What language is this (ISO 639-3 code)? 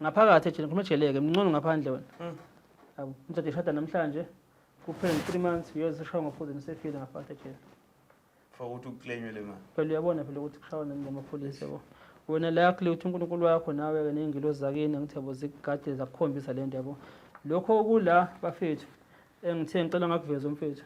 zul